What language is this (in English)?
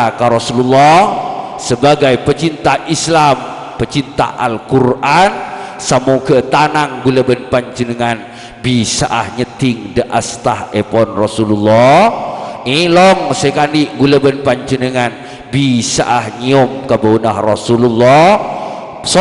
Madurese